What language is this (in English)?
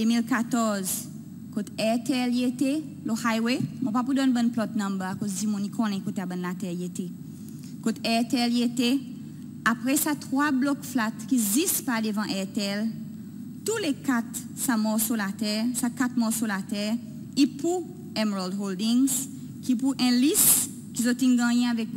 Seselwa Creole French